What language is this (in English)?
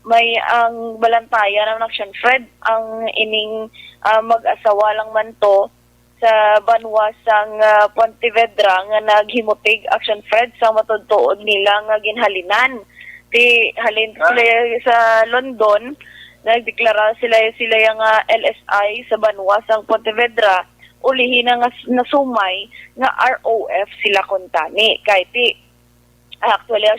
Hiligaynon